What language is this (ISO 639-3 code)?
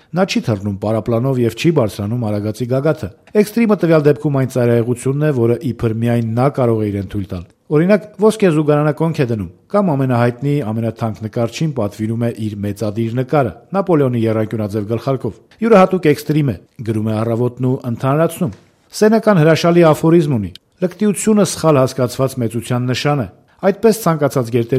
hye